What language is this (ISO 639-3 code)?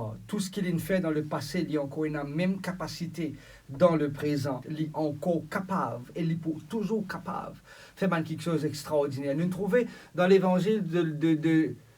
mfe